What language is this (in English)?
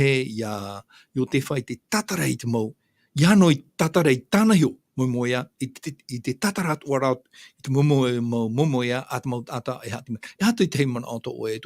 Tahitian